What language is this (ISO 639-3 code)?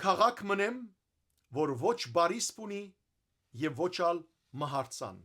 hyw